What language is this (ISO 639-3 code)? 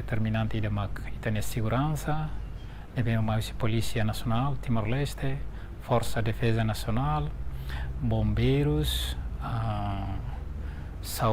tet